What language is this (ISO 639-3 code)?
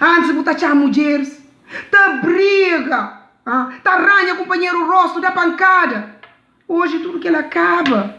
kea